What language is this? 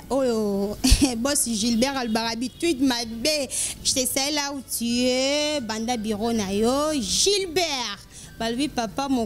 Lingala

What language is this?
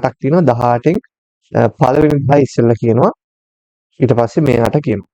Sinhala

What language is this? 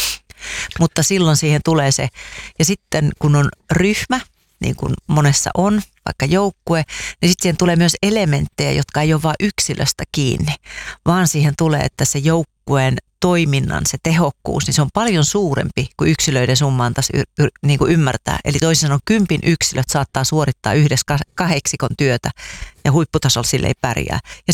Finnish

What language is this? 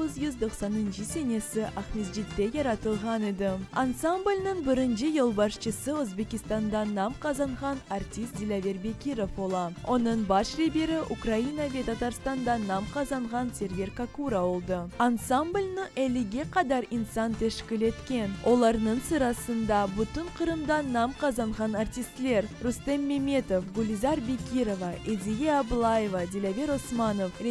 Crimean Tatar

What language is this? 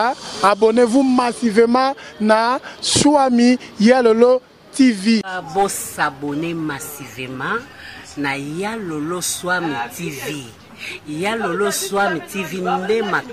Lingala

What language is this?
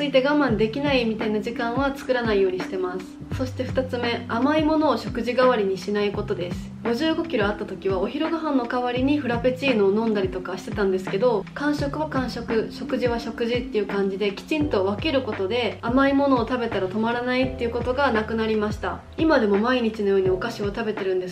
Japanese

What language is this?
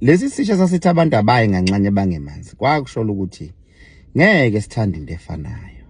Zulu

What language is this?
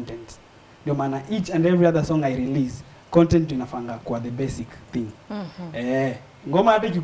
Swahili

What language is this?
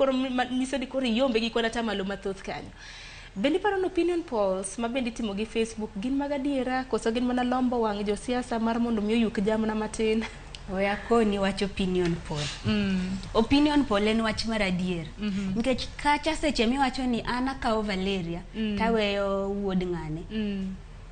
Luo (Kenya and Tanzania)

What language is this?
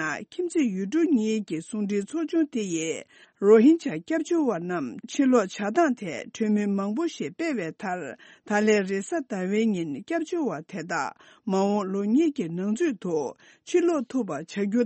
Tibetan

